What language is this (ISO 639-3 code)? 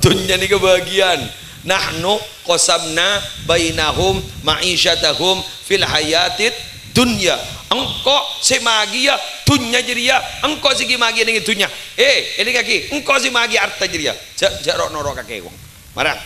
mad